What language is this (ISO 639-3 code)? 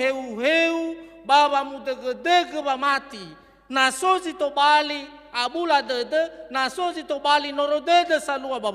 nia